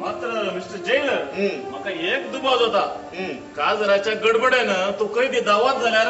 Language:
Konkani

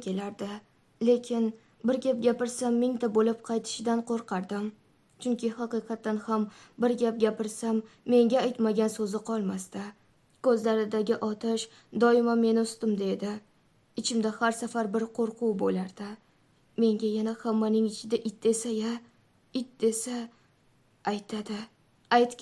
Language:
Uzbek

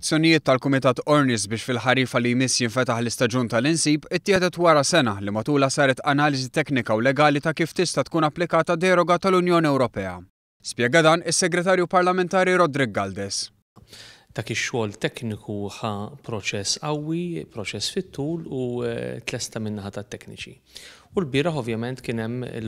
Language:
Maltese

